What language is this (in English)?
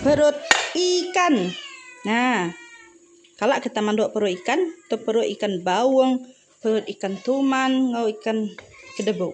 Iban